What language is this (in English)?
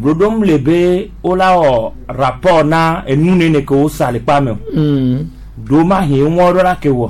Gen